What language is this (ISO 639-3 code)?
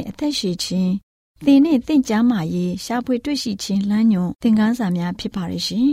mya